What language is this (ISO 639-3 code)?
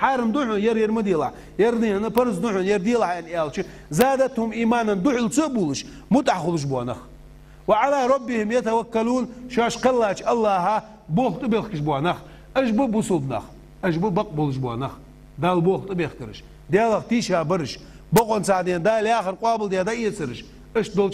inh